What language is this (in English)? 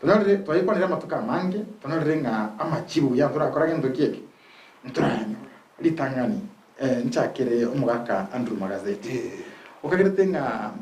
Gusii